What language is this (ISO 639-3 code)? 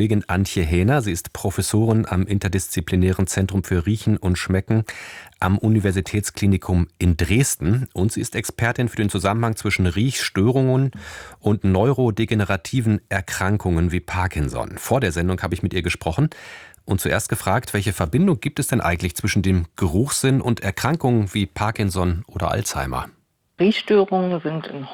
deu